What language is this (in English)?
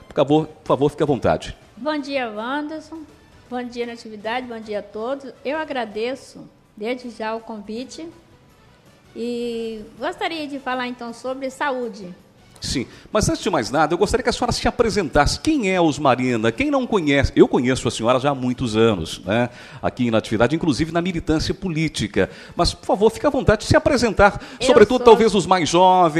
Portuguese